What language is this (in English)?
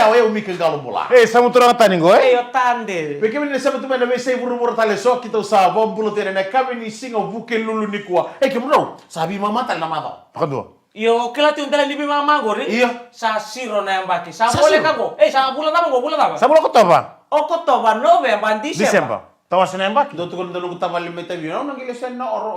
Fijian